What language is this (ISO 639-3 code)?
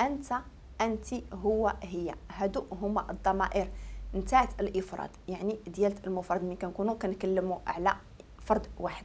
ary